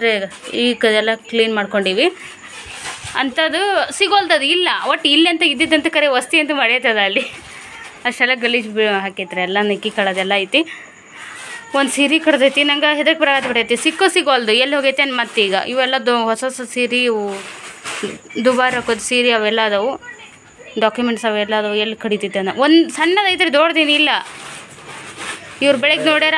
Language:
Kannada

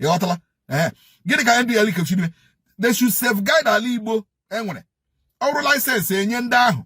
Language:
Igbo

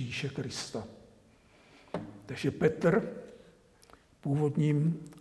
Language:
Czech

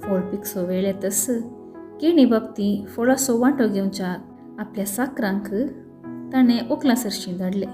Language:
Konkani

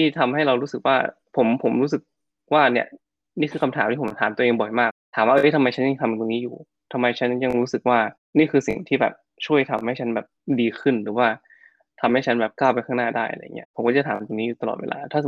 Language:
Thai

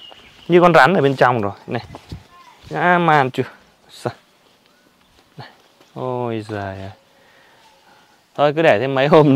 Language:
Vietnamese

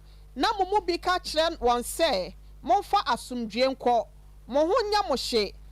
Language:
Akan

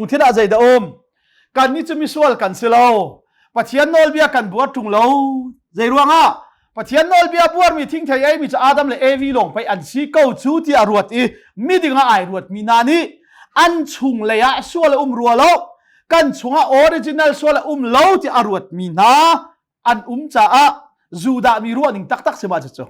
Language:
Hakha Chin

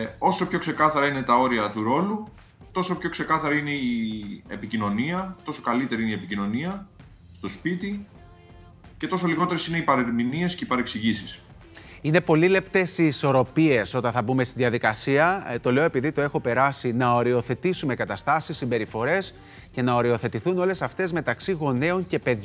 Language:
Greek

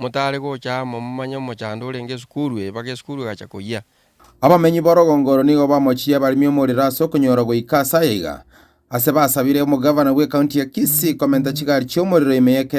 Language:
Gusii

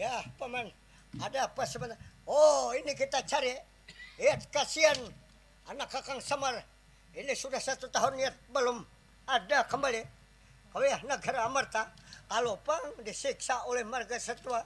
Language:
Banjar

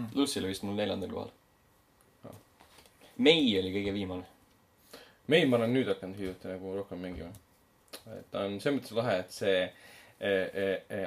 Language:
Estonian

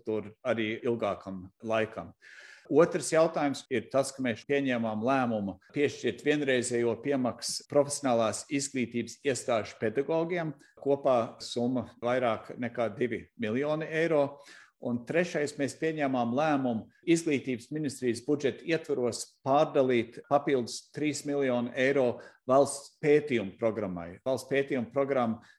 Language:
Latvian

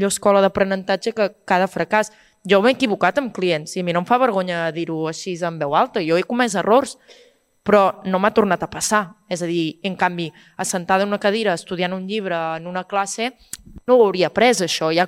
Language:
Catalan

